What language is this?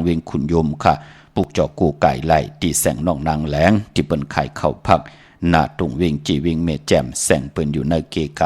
Shan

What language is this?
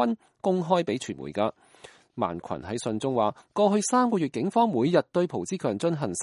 Cantonese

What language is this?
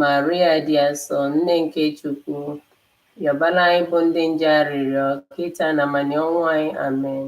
Igbo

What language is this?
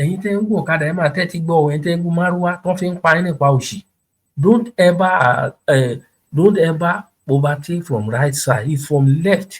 Yoruba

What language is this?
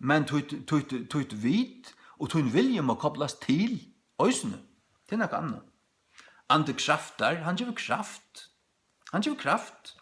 Faroese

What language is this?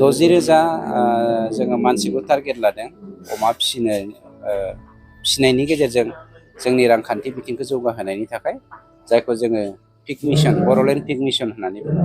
Bodo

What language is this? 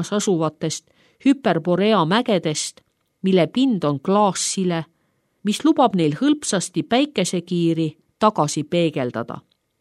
Estonian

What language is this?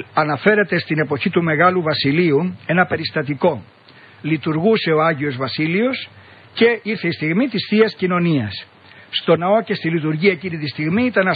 Greek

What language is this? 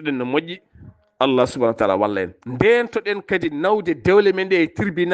Fula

